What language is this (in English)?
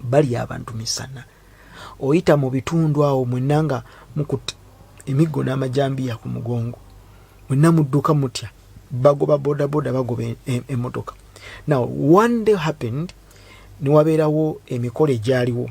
Ganda